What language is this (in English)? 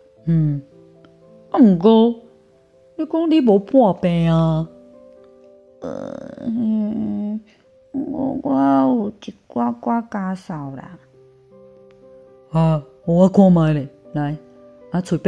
Min Nan Chinese